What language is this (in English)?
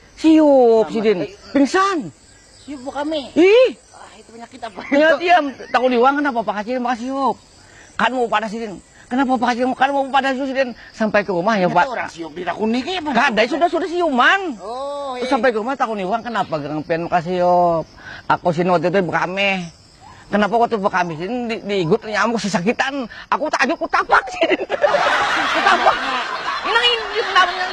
Banjar